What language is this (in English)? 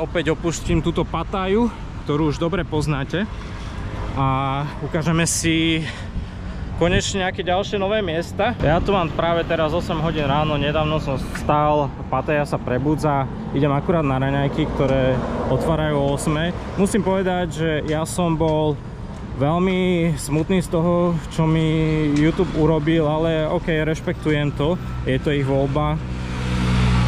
Slovak